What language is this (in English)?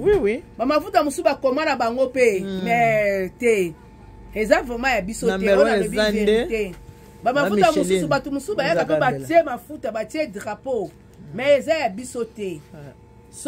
Lingala